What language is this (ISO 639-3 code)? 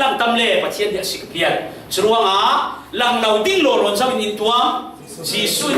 cfm